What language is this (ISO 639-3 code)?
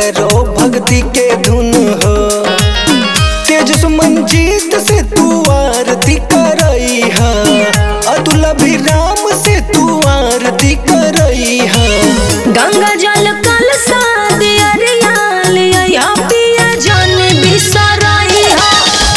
bho